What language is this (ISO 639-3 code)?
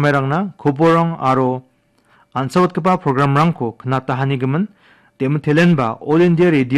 grt